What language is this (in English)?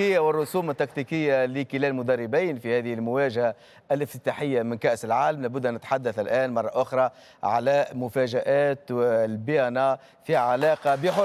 Tunisian Arabic